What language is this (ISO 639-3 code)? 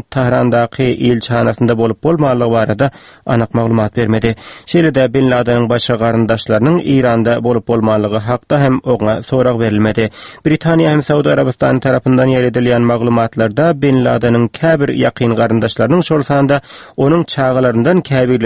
tuk